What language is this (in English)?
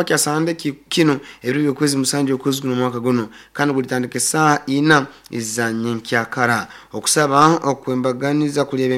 Nyoro